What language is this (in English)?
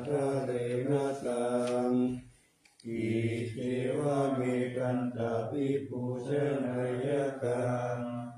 Pali